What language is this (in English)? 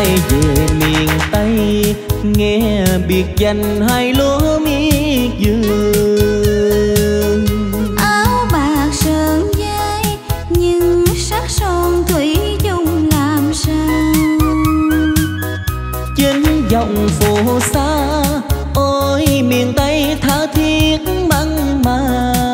Vietnamese